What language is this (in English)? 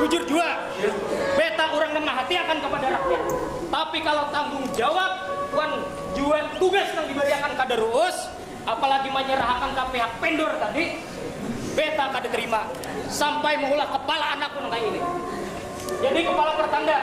Banjar